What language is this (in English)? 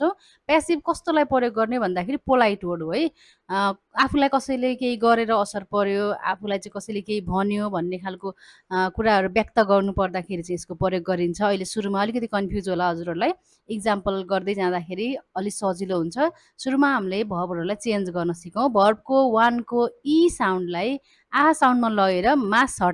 Nepali